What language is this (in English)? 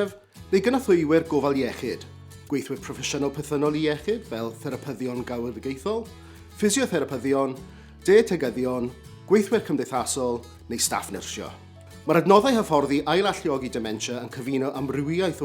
Welsh